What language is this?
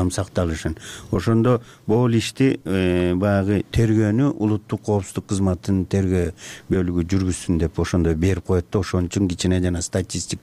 Kyrgyz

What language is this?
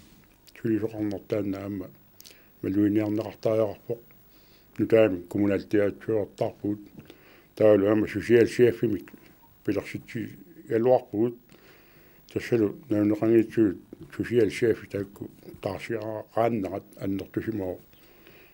Kalaallisut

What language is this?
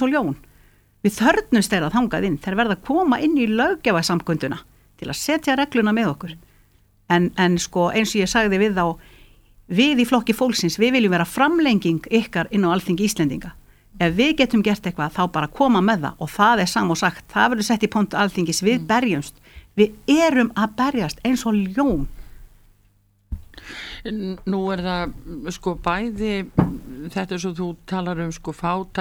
Icelandic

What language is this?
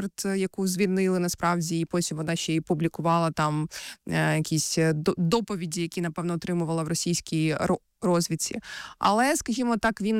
Ukrainian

